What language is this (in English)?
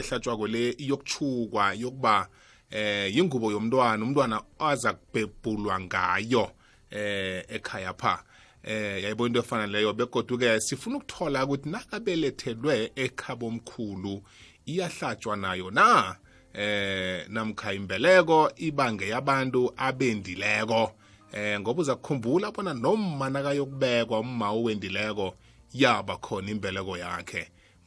South Ndebele